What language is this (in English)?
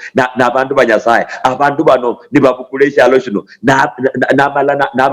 Luyia